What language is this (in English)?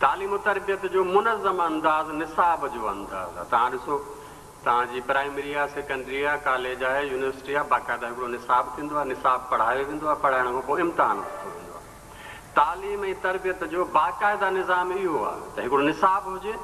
Sindhi